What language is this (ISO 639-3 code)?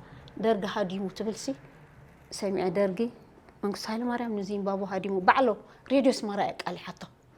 tir